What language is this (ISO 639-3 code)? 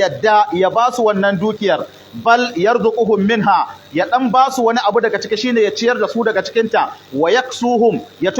hau